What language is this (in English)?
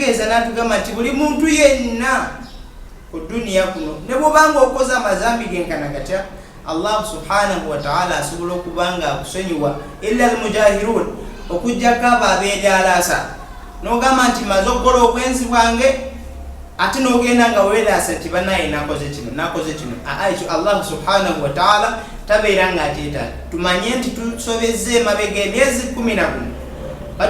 Ganda